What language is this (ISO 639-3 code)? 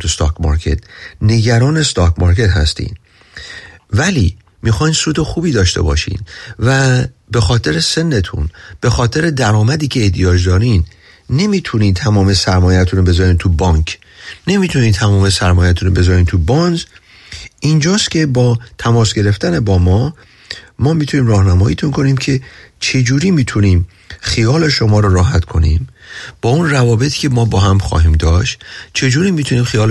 fas